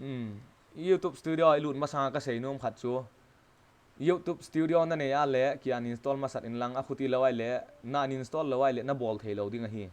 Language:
Thado Chin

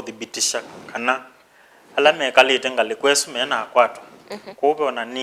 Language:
Kamba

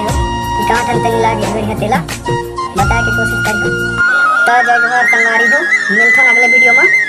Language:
Chhattisgarhi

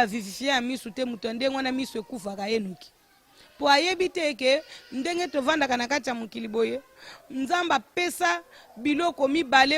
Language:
Lingala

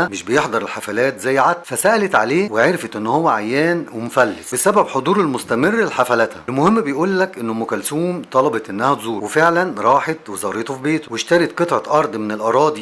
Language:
Egyptian Arabic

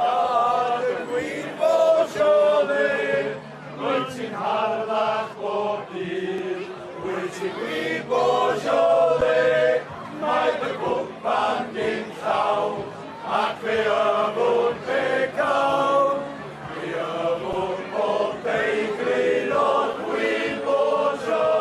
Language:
Welsh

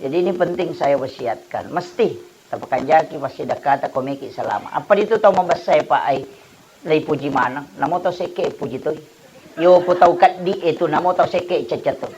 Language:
Buginese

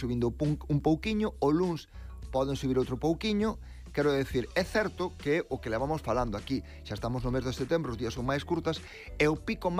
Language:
Galician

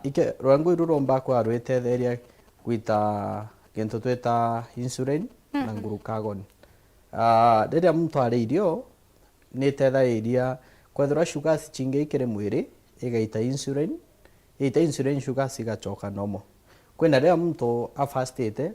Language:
Meru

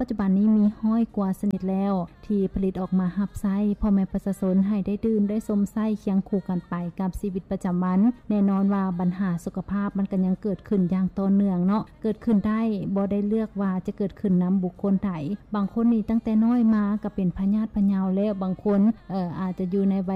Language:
Lao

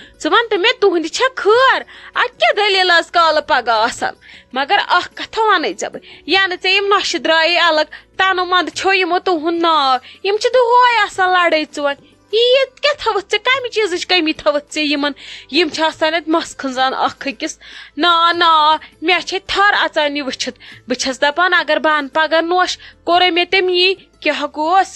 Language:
Kashmiri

